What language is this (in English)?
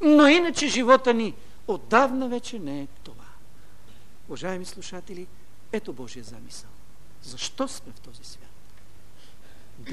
Bulgarian